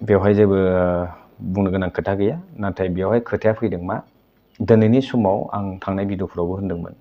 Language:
Bodo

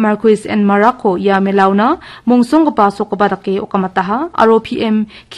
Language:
Garo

